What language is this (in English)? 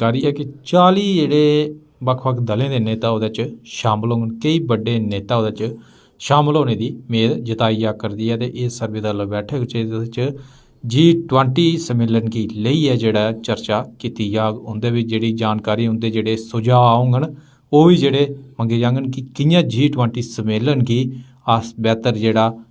Dogri